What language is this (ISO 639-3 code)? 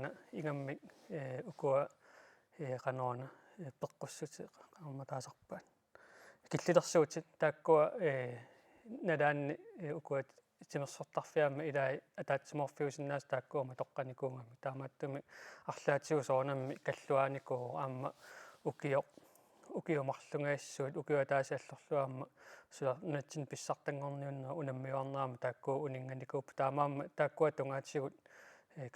kal